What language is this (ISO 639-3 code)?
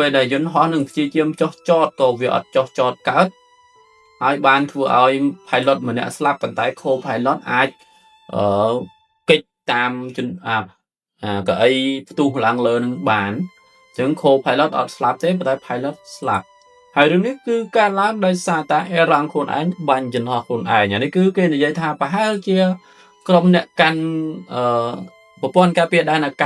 khm